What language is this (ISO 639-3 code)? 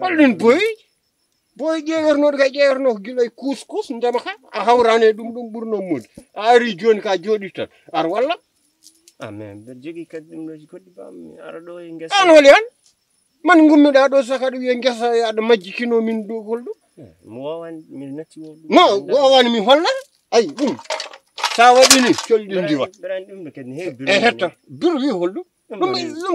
ful